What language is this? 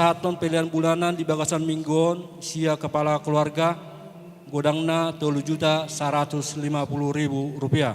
Batak Toba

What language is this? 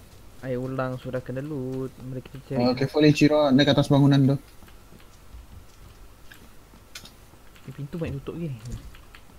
Malay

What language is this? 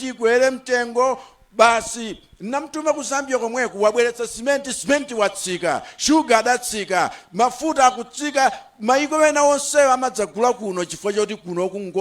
Nyanja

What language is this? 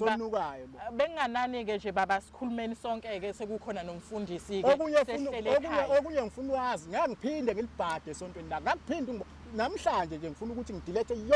Zulu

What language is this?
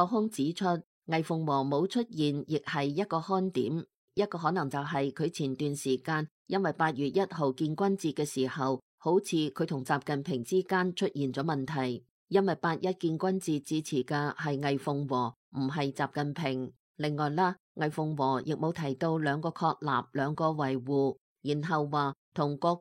Cantonese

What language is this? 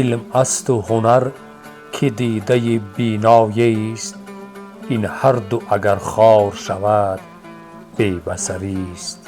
Tajik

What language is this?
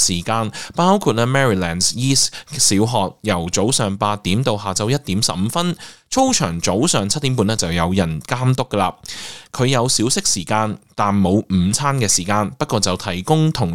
Cantonese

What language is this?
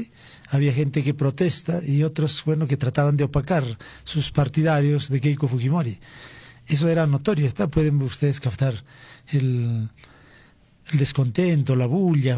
Spanish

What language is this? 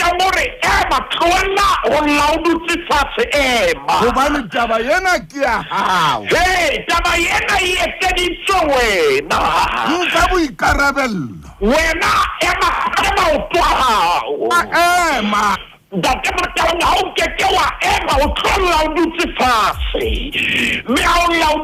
Southern Sotho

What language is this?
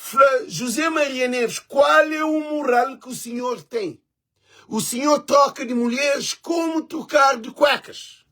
Kabuverdianu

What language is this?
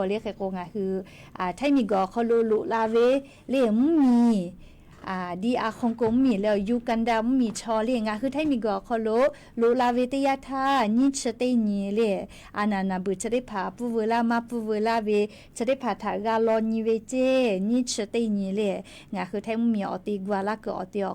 Lahu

